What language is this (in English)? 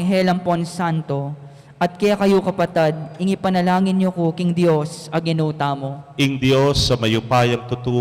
Pampanga